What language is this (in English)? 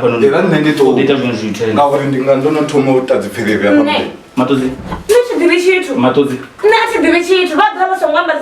Venda